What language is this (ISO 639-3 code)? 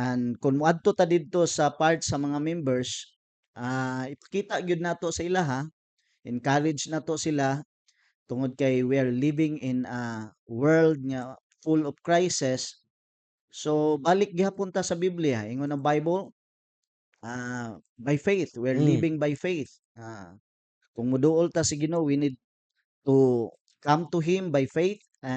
ceb